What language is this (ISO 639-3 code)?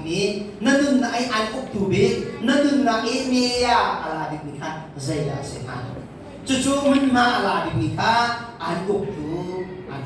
cnh